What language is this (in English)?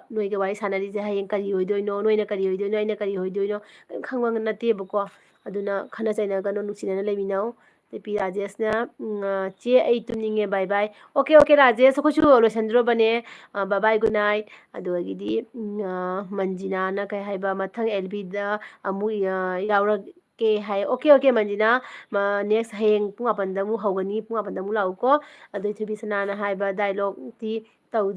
Manipuri